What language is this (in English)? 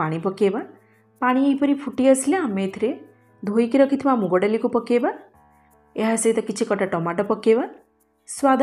Odia